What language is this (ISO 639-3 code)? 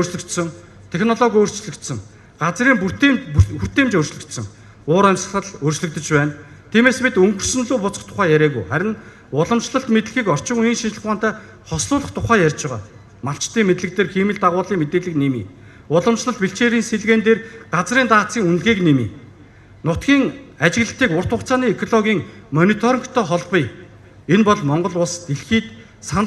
mon